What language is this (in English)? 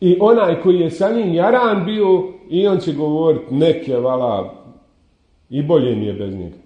Bosnian